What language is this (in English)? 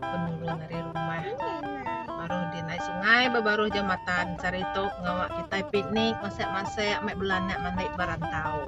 Iban